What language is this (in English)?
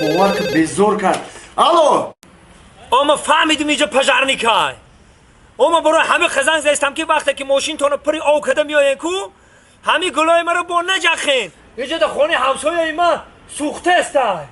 Tajik